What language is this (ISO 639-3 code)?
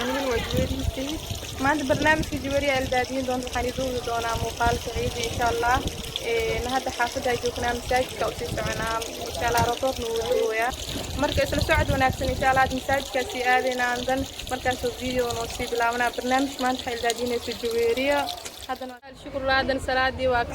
som